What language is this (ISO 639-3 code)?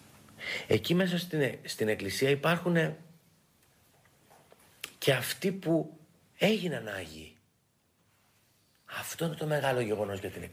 ell